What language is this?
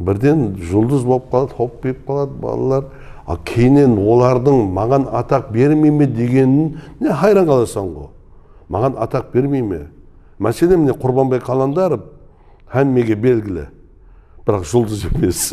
Kara-Kalpak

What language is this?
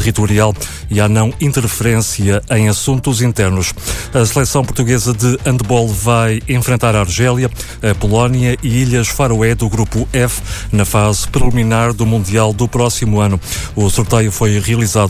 Portuguese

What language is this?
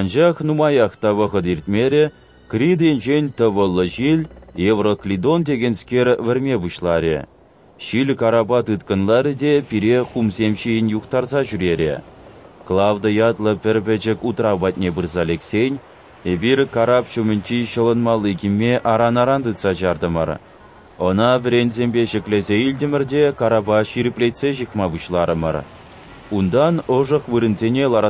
Chuvash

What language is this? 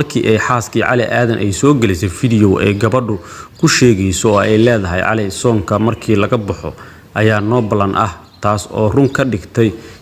Somali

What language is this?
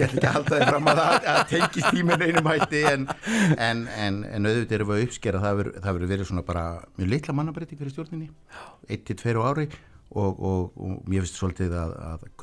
Icelandic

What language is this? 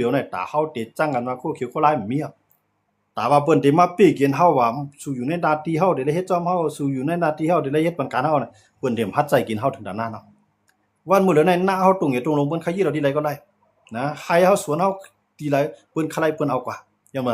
Shan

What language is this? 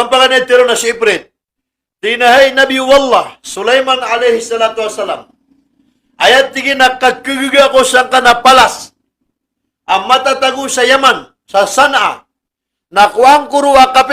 Maranao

